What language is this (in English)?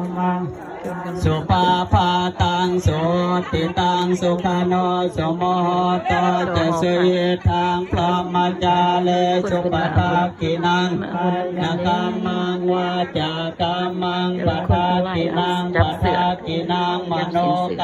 Pali